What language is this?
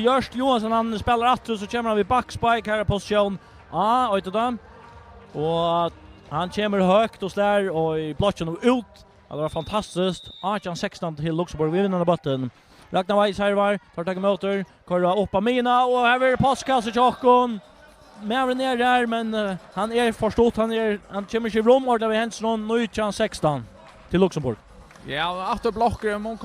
Faroese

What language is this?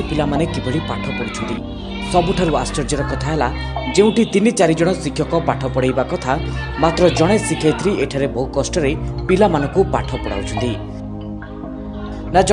Odia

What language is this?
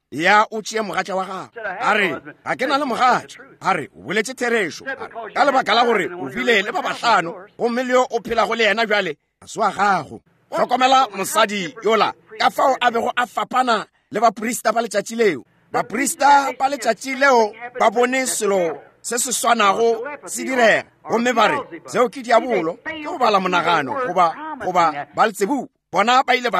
Northern Sotho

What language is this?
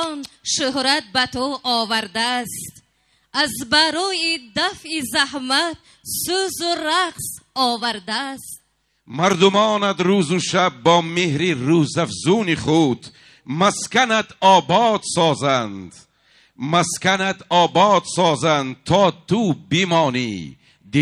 Tajik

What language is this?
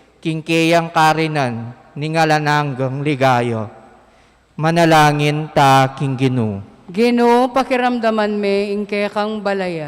Pampanga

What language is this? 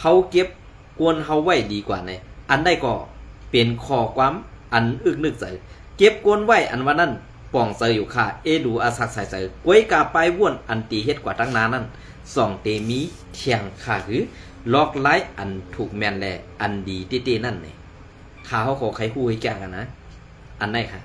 Shan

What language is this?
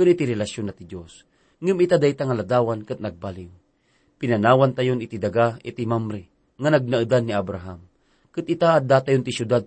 Iloko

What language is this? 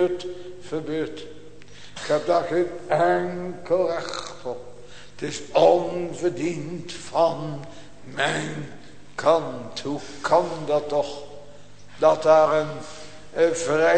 Dutch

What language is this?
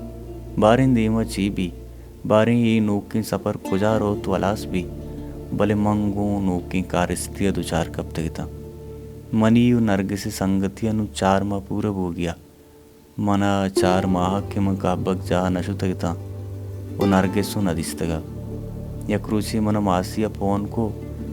Baluchi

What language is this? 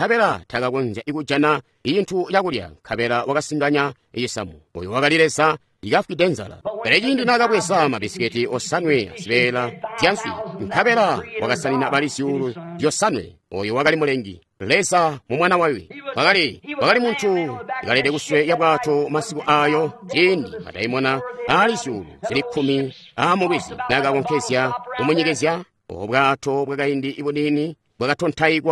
Tonga (Zambia)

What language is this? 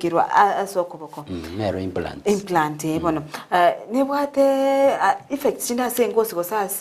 Gusii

